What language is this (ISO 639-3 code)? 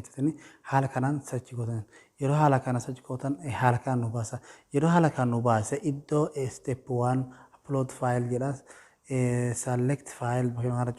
orm